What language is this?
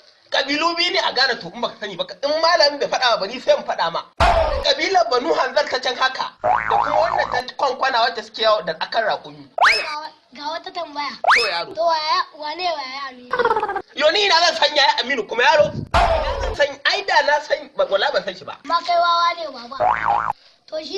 Hausa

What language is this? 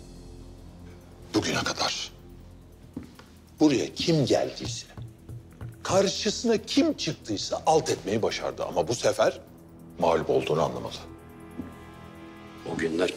Turkish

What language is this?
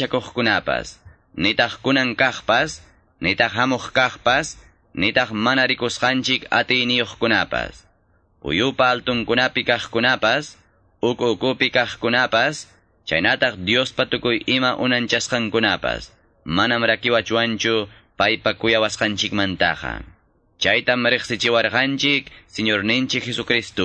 Quechua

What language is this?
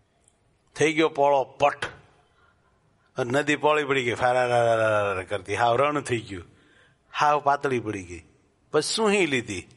Gujarati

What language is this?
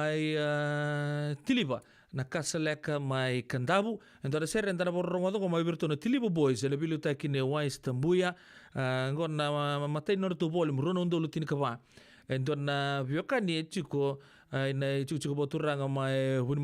Fijian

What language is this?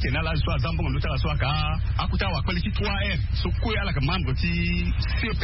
Sango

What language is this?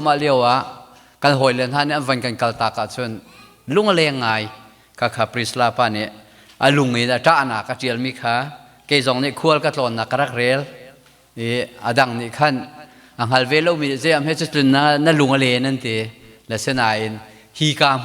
Hakha Chin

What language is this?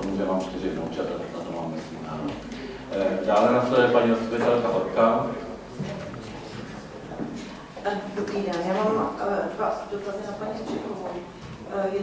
Czech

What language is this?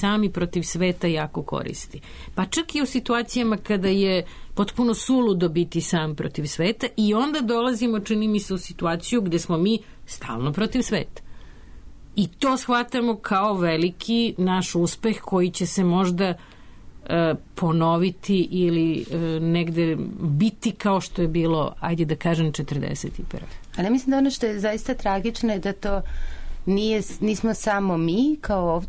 Serbian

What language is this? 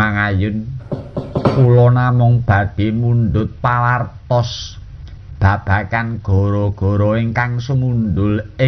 Javanese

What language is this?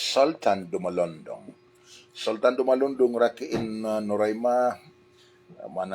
Maranao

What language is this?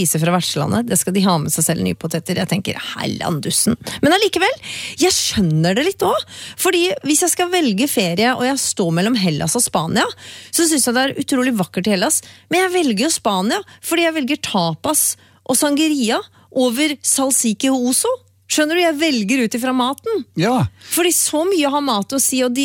Norwegian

